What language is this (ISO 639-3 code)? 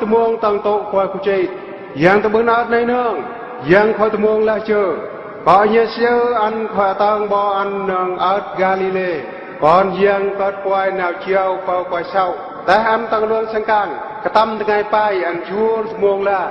bru